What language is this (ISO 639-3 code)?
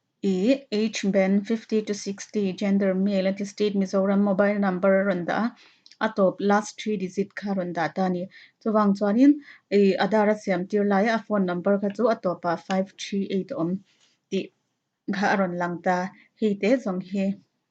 lus